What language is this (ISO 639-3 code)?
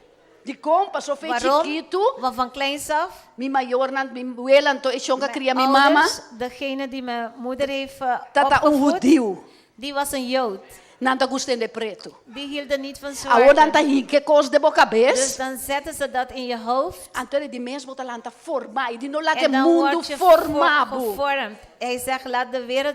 pap